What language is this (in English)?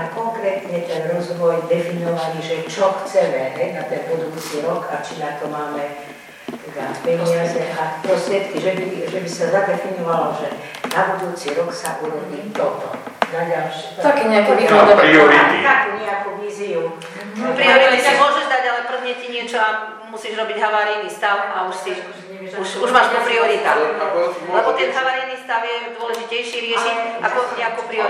Slovak